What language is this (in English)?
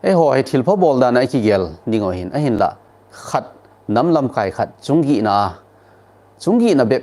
Thado Chin